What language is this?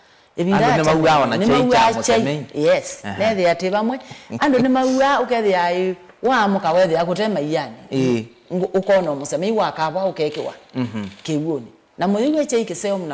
Kamba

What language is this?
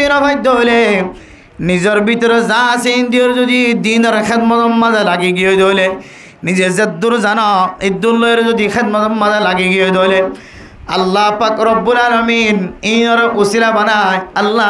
Rohingya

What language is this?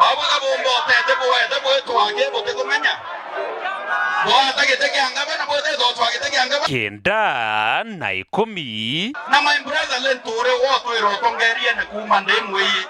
Meru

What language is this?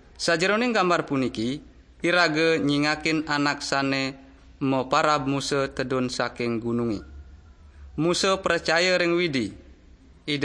Balinese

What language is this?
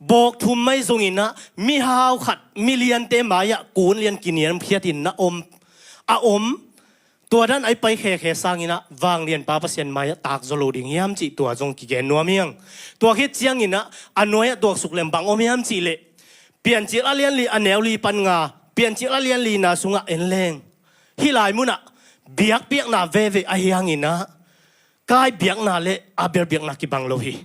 Tedim Chin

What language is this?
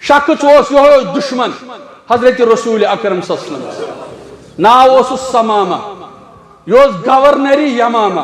Kashmiri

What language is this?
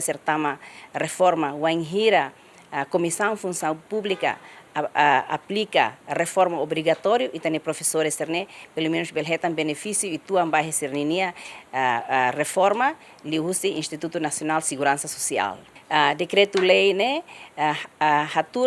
Tetum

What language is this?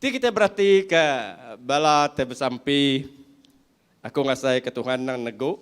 Iban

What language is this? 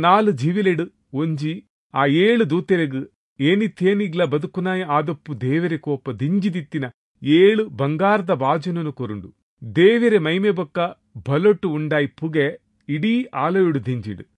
Tulu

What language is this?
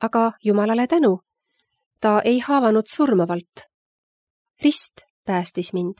Estonian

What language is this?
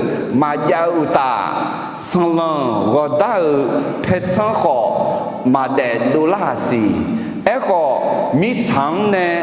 Akha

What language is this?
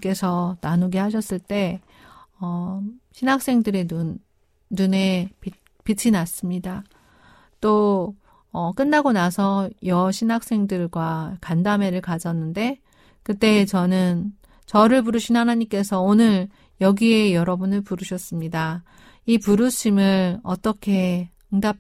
Korean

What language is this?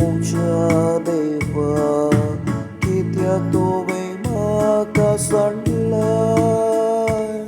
Konkani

